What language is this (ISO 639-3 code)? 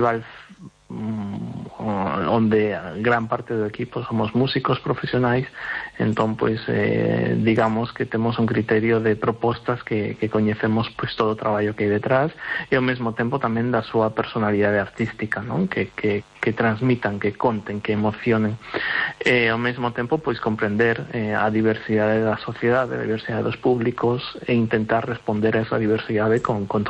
glg